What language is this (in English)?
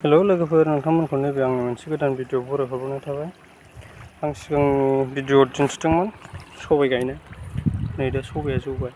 Bodo